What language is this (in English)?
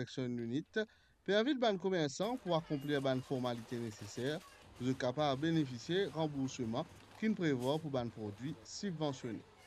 Morisyen